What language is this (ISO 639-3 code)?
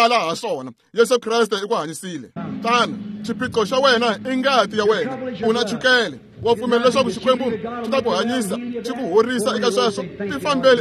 tso